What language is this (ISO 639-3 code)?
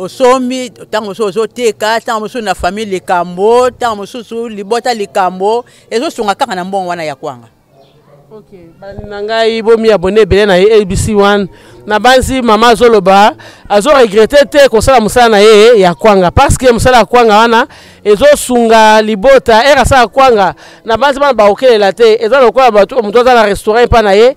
lin